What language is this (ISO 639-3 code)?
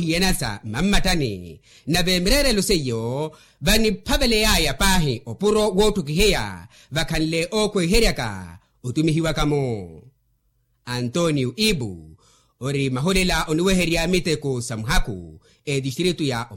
vmw